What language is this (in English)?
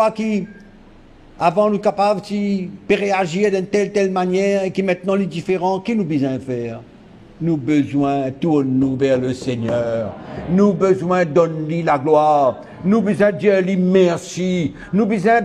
Morisyen